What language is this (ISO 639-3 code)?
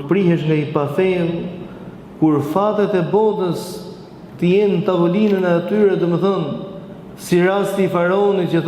sqi